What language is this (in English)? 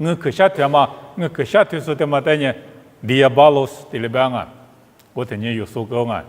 Lisu